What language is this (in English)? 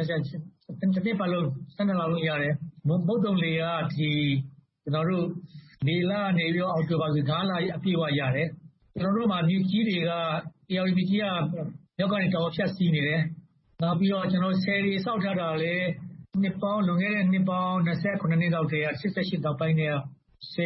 Burmese